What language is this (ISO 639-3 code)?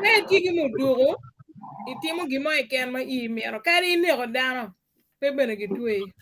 ach